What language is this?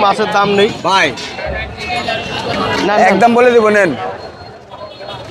Bangla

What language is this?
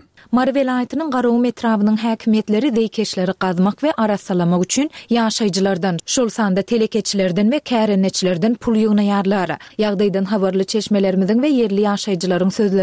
Turkmen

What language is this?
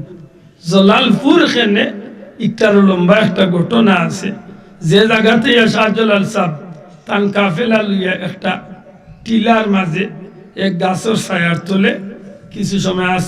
Sylheti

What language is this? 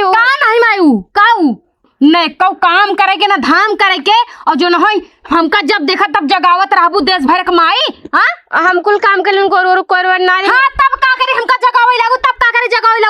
Awadhi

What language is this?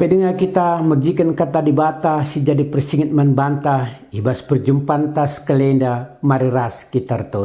Batak Karo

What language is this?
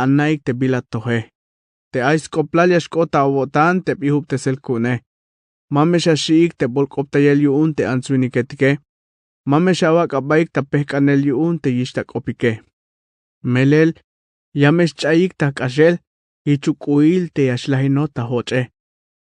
Tzeltal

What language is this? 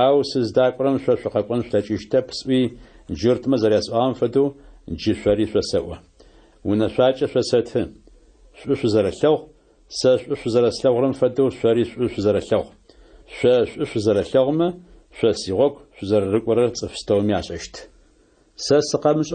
Adyghe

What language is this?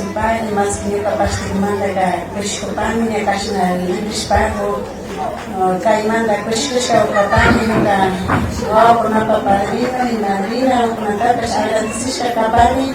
Imbabura Highland Quichua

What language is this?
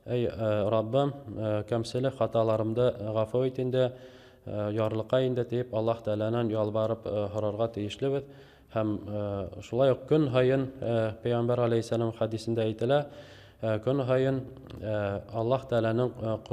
Bashkir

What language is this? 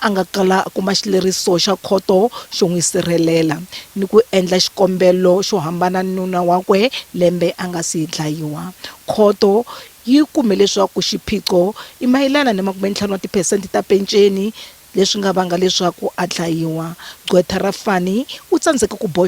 Tsonga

